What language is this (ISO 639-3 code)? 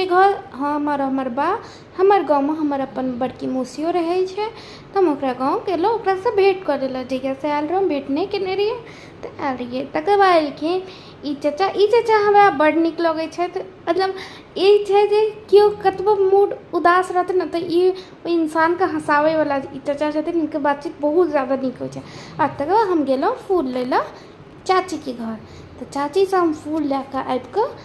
mai